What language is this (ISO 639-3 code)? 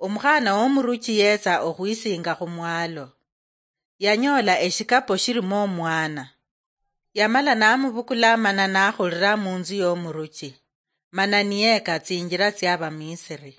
luy